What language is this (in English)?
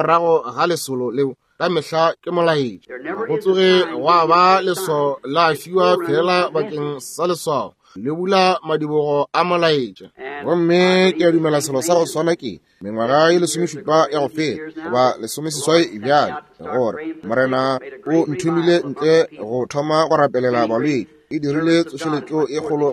Northern Sotho